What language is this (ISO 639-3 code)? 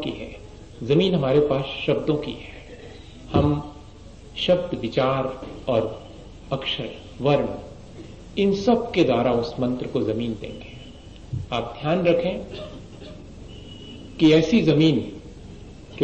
hin